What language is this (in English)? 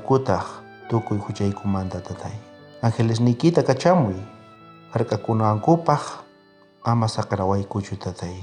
South Bolivian Quechua